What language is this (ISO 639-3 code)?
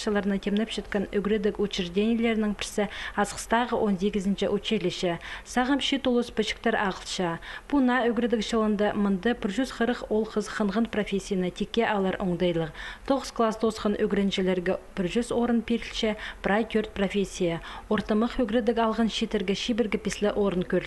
kjh